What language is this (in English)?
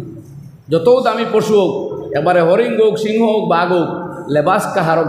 Sylheti